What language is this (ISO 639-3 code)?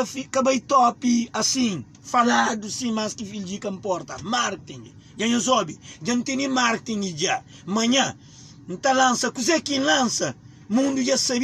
kea